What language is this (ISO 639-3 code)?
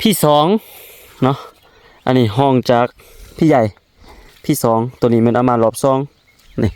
lao